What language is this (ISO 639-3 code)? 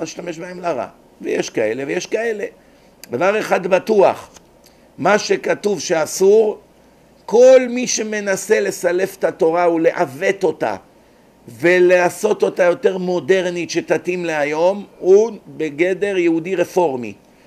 heb